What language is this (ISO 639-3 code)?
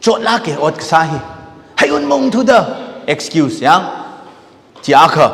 nmf